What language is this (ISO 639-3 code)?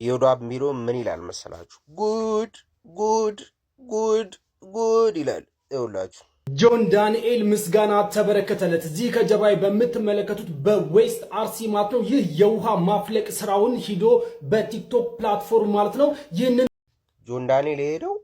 amh